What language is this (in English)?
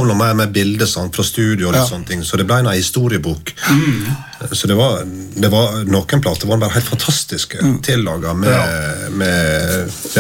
Norwegian